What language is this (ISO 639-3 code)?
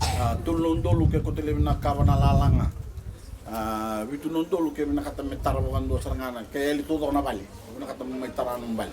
fij